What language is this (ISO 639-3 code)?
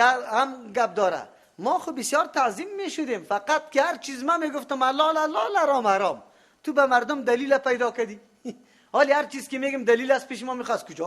fas